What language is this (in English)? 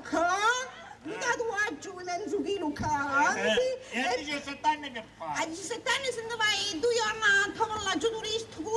Sicilian